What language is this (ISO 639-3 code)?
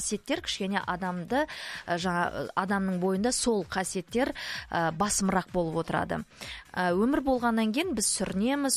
kaz